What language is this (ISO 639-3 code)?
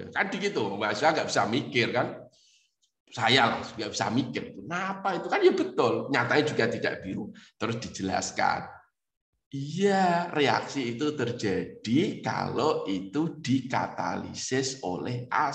ind